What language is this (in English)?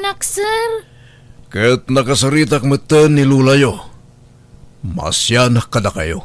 Iloko